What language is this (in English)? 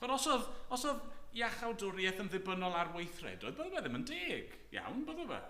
Welsh